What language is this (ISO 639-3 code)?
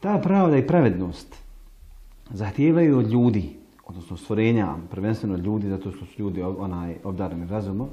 bos